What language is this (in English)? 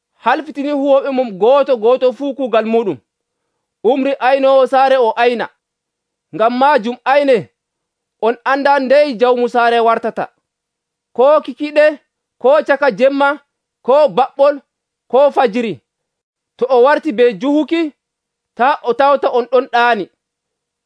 Nigerian Fulfulde